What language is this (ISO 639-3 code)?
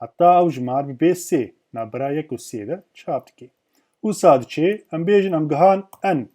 kur